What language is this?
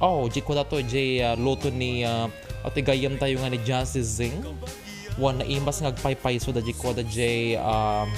Iloko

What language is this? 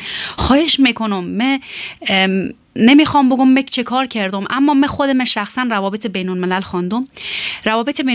Persian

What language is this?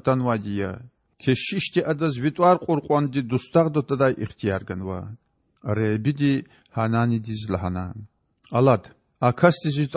Lezghian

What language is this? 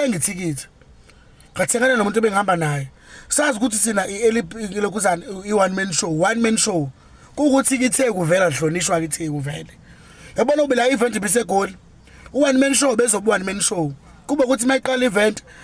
Zulu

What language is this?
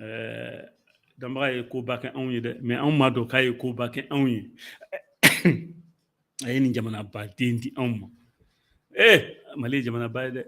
Bambara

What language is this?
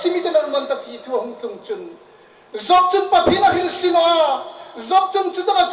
Hmar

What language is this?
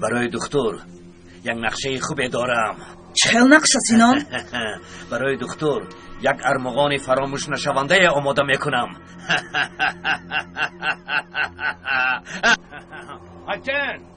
Tajik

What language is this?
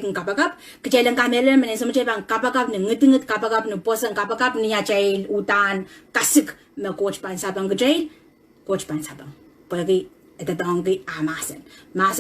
Pohnpeian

